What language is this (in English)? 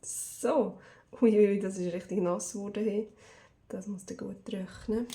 Swiss German